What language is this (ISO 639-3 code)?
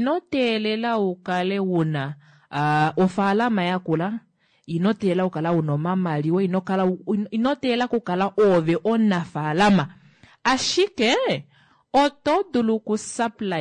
kua